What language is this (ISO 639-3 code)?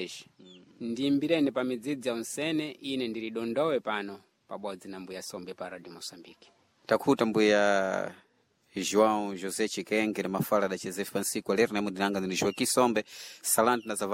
seh